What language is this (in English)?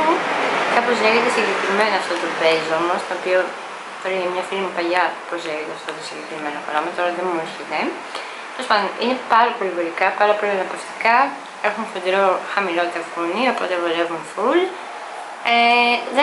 Greek